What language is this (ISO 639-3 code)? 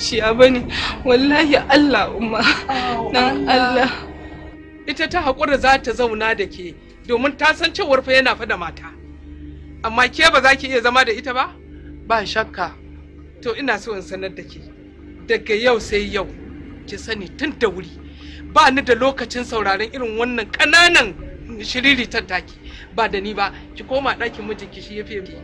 hau